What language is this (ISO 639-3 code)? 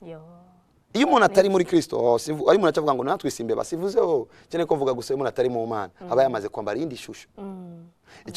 run